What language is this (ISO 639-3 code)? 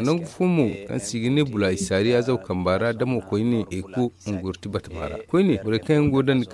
dje